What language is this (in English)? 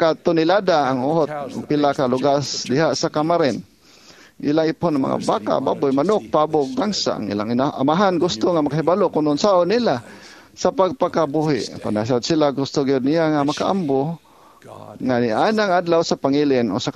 Cebuano